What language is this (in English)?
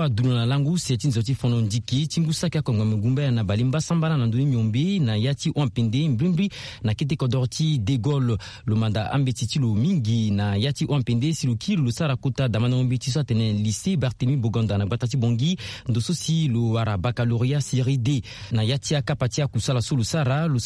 Sango